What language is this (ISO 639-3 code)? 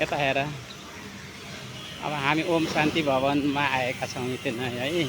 nep